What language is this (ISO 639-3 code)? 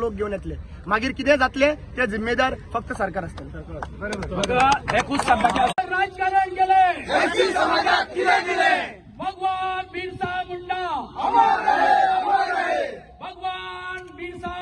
kok